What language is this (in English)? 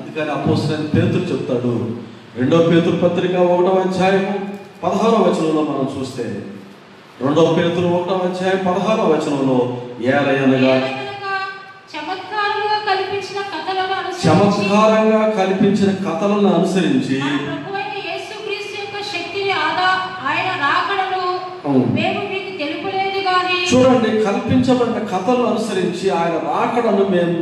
Telugu